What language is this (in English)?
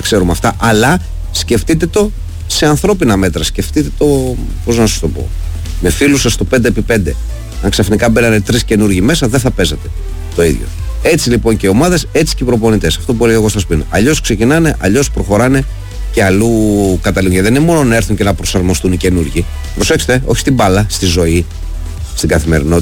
Greek